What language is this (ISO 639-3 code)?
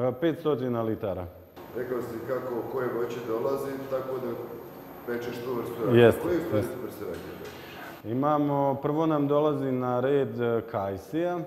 bos